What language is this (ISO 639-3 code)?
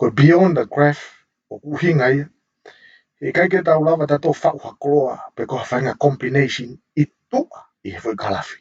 ton